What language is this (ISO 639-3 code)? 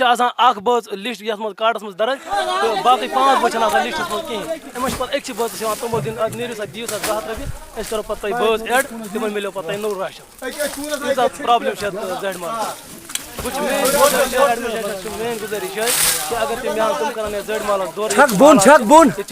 kas